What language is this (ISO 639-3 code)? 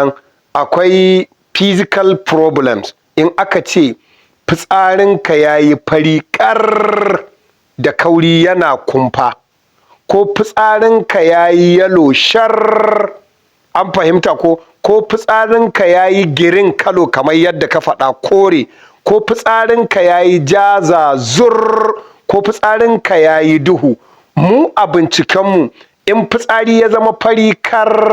hau